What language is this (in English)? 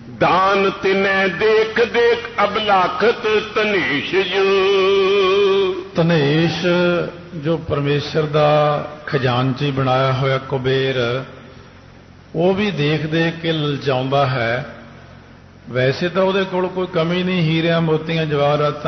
Punjabi